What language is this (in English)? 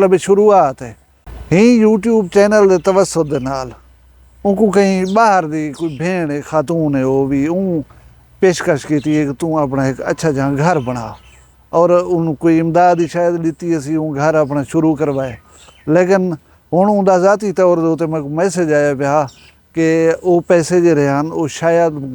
Saraiki